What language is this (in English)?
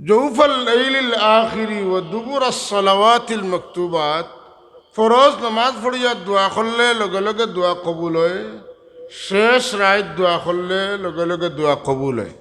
Sylheti